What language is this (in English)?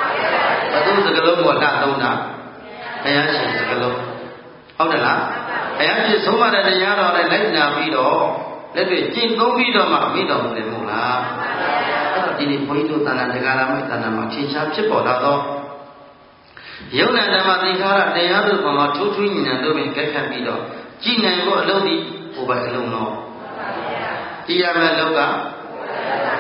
Burmese